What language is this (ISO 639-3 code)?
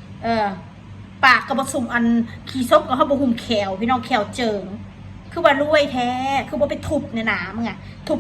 tts